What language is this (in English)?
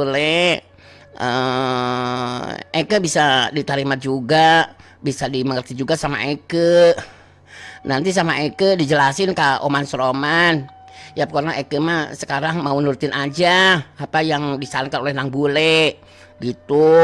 Sundanese